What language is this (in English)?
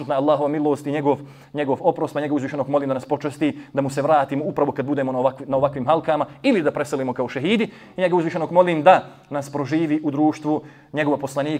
Bosnian